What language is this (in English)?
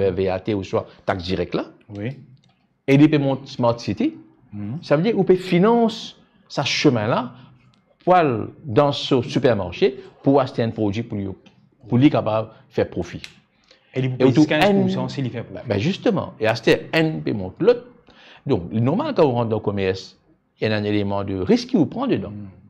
Morisyen